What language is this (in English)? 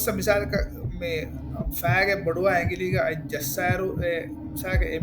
Divehi